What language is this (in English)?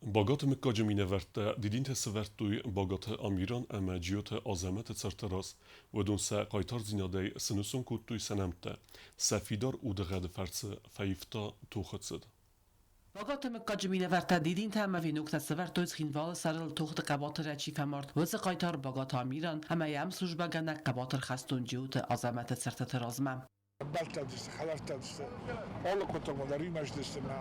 Ossetic